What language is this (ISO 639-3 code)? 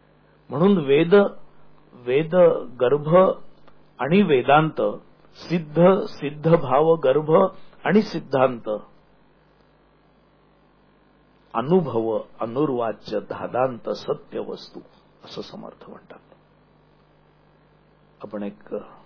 mar